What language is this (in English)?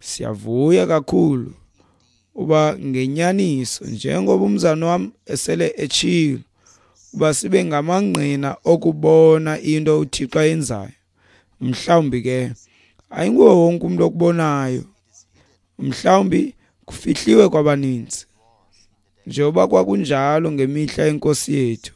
Xhosa